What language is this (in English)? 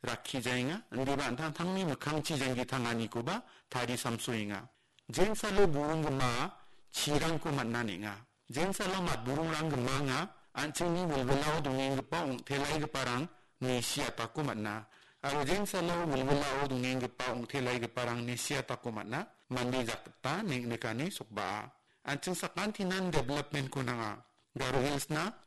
Garo